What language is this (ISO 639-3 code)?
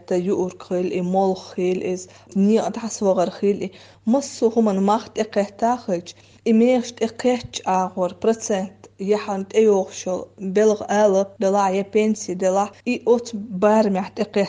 che